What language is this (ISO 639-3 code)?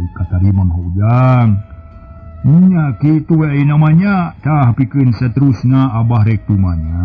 sun